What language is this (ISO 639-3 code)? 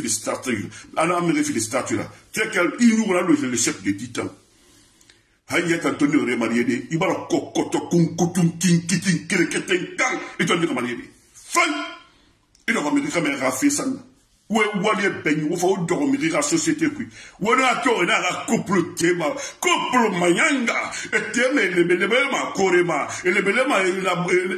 fra